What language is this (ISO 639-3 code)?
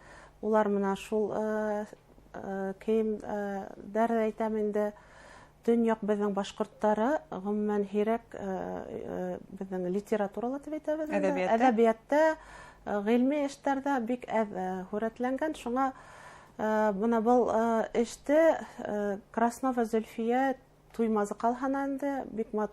bak